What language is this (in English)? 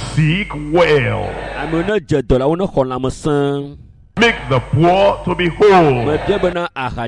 Ewe